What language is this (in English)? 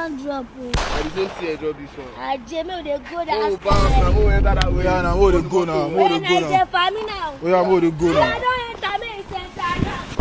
Nigerian Pidgin